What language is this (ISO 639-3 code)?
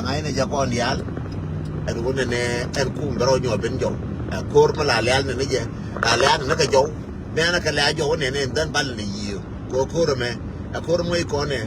nus